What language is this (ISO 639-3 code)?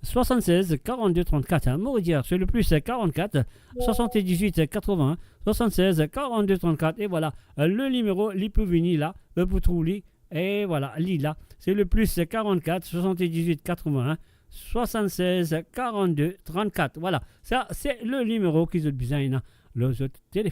mfe